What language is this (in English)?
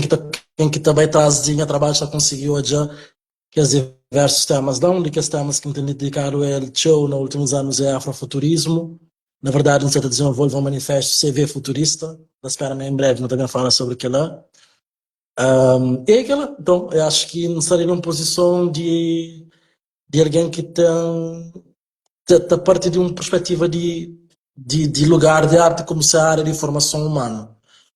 Kabuverdianu